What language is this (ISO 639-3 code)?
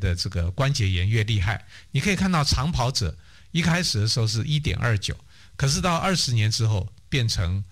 zho